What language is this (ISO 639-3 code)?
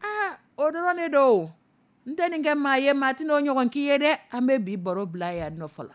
dyu